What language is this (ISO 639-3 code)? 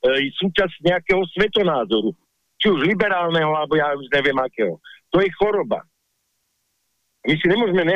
slk